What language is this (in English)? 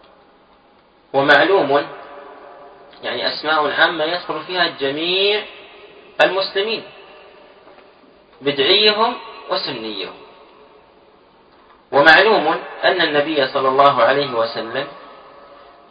Arabic